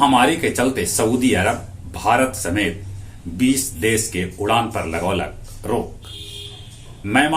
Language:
Magahi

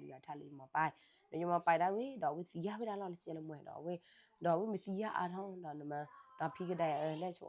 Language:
S'gaw Karen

